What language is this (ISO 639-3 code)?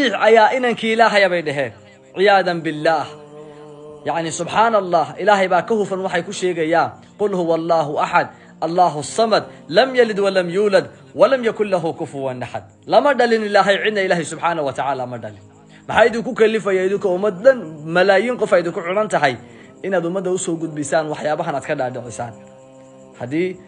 som